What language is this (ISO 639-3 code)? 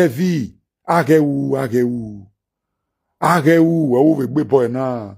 pcm